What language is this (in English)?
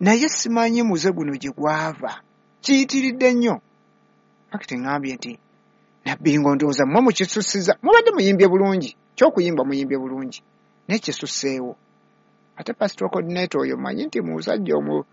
Ganda